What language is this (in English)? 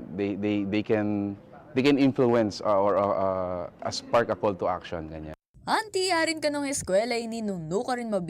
Pampanga